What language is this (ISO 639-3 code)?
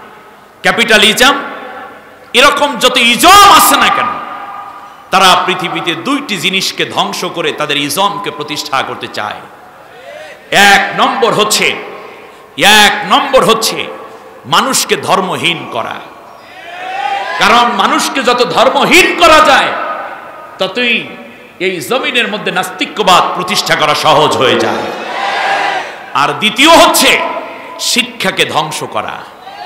ben